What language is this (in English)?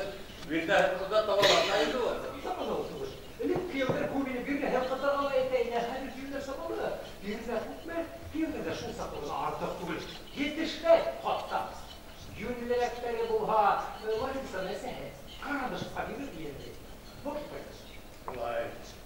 Bashkir